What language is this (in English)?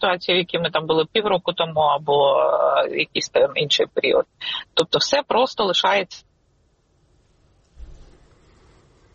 Ukrainian